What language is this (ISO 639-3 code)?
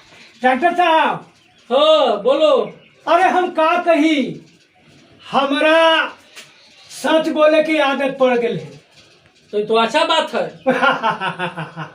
mag